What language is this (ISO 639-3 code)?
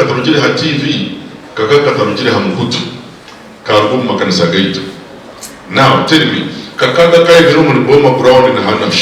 nyn